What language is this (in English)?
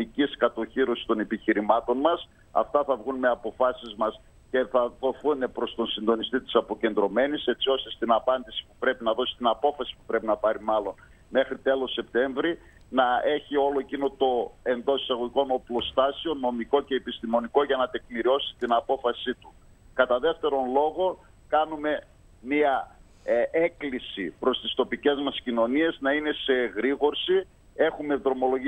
Greek